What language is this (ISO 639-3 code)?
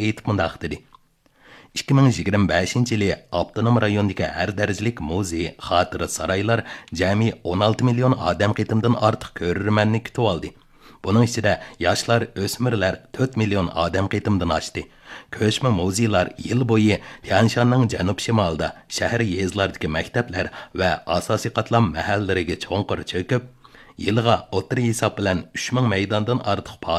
uig